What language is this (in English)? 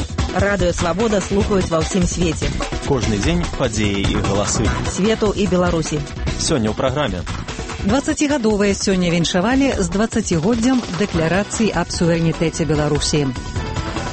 Belarusian